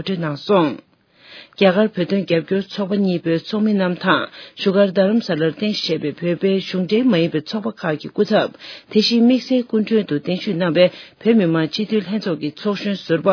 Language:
Tibetan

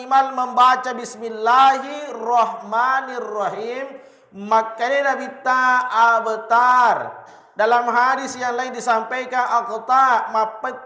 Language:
Buginese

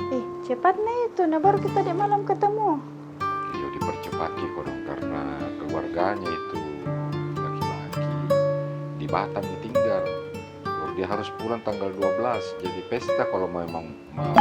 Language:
Makassar Malay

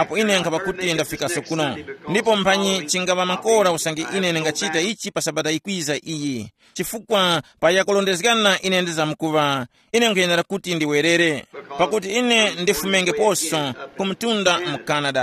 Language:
Tumbuka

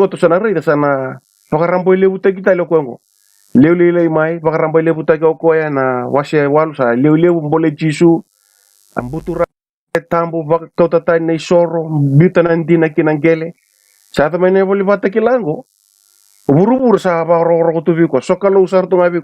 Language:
Fijian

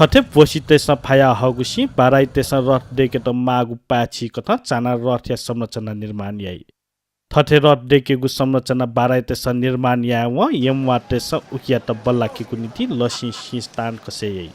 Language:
Newari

